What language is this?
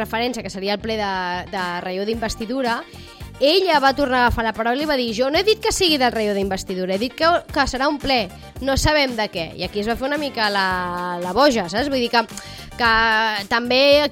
Catalan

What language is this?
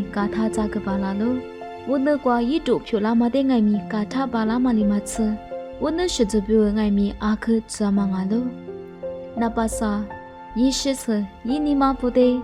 Lisu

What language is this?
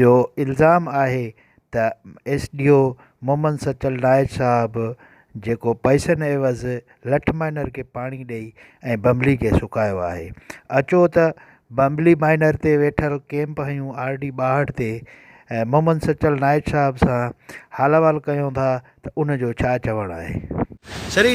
Sindhi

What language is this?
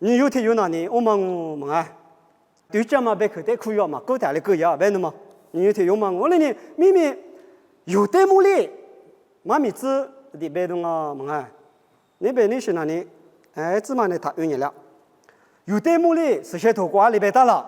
Lisu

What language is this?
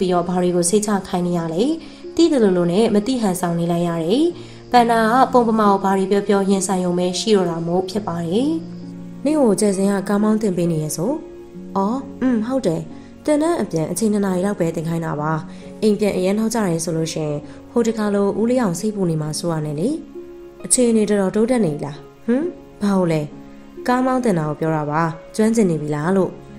Burmese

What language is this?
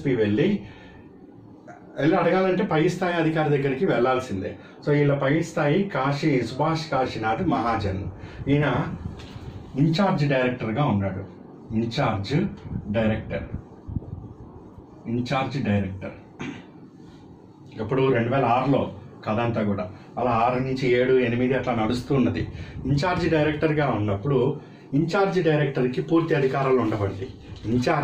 Telugu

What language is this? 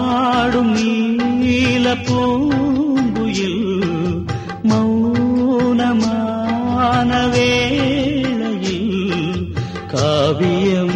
Tamil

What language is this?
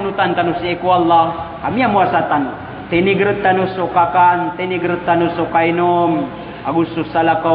Maranao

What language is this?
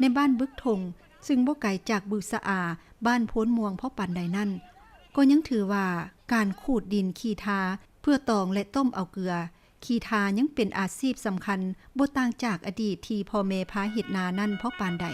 Lao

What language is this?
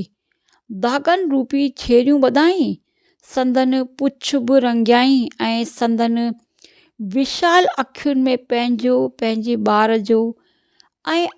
Sindhi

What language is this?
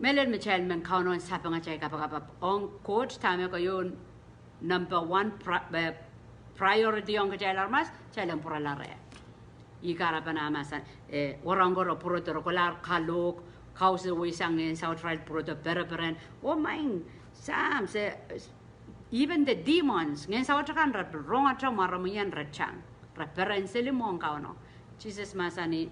Pohnpeian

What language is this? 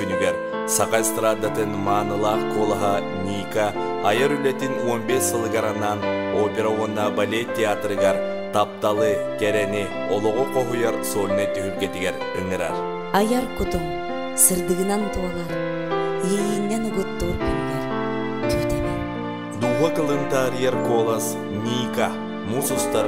Yakut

